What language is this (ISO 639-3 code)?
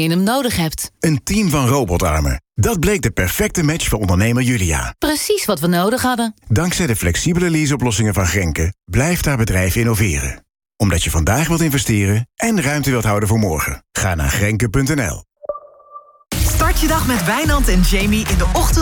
nld